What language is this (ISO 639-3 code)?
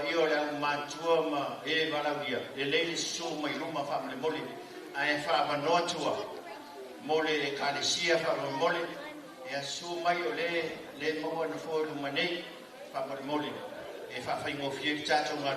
smo